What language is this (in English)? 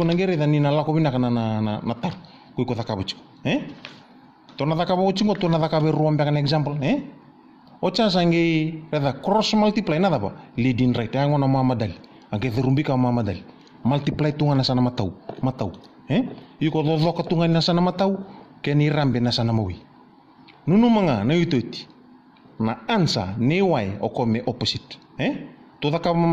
Fijian